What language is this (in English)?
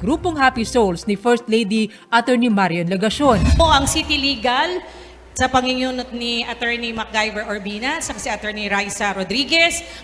Bikol